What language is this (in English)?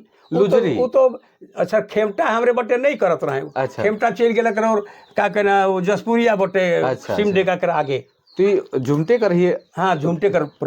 Sadri